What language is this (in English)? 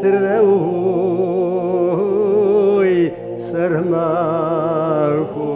Kabardian